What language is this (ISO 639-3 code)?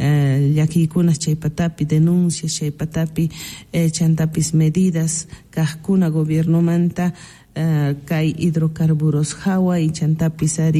quh